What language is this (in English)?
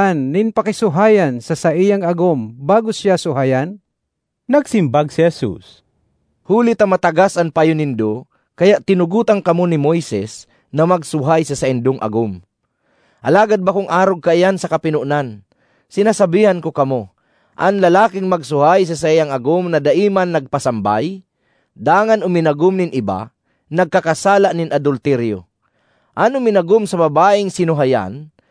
Bikol